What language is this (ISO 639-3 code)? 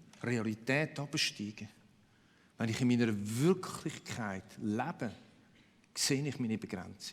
gsw